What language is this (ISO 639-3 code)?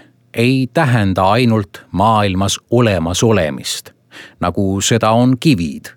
est